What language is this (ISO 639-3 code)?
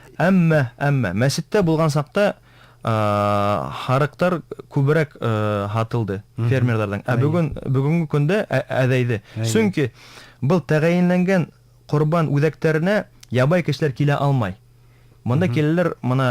bak